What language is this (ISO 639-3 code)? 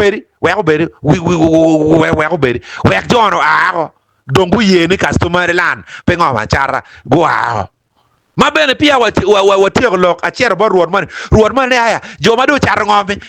ach